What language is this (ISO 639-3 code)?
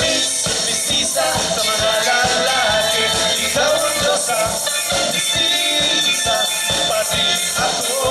hil